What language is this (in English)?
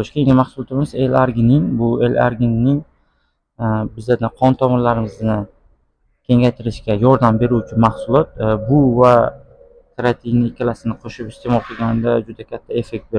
Uzbek